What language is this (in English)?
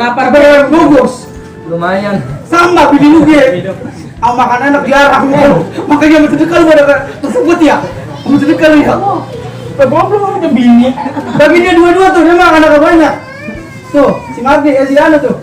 Betawi